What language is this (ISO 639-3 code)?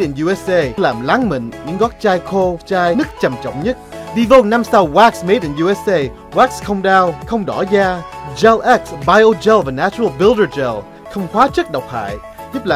vie